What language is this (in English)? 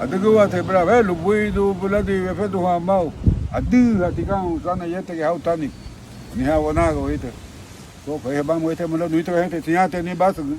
Garifuna